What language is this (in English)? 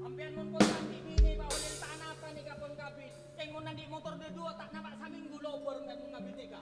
Madurese